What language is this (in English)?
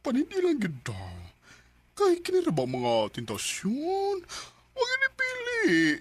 Cebuano